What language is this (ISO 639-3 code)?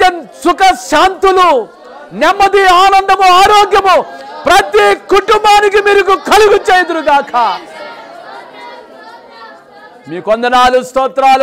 tel